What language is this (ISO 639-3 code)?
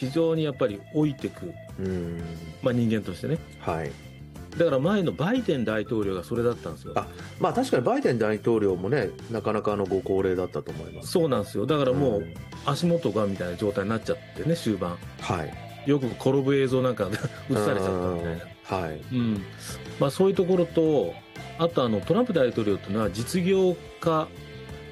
jpn